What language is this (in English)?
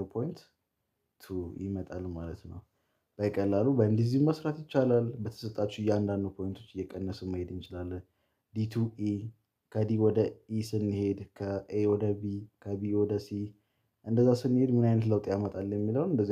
Amharic